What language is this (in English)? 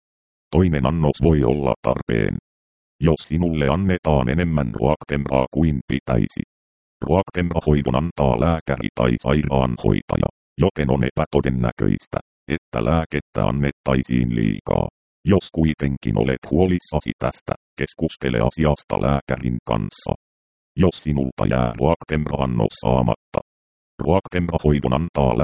Finnish